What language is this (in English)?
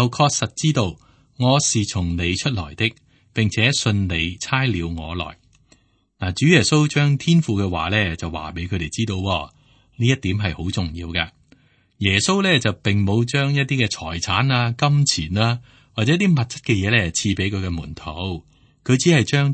Cantonese